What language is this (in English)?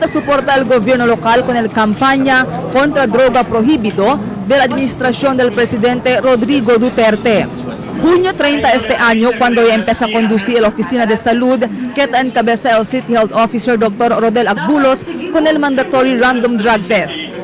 Chavacano